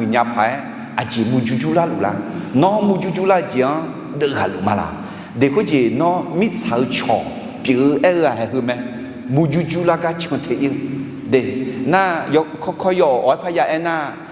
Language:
Akha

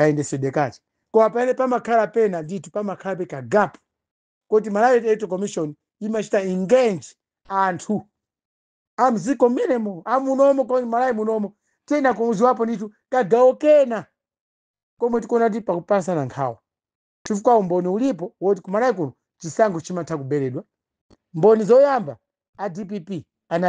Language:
Nyanja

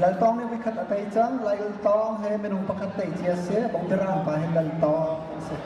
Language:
Hakha Chin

